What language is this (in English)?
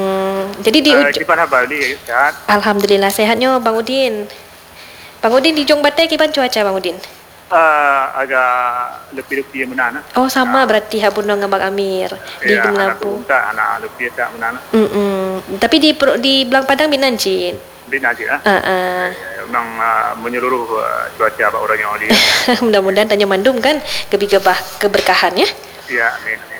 Malay